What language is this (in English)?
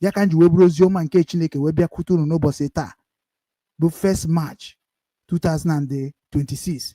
Igbo